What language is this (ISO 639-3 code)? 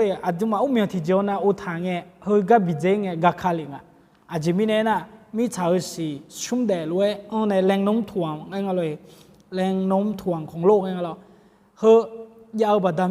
ahk